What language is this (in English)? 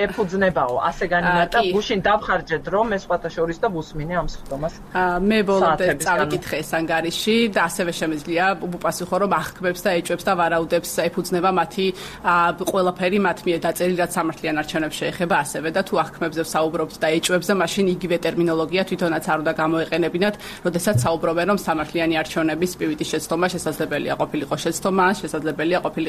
Georgian